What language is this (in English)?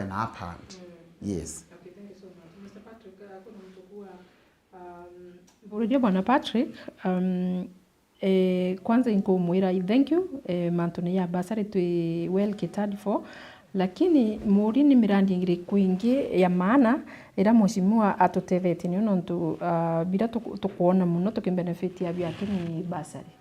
Meru